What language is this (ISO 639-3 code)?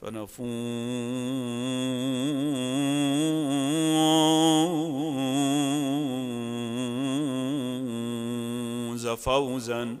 acm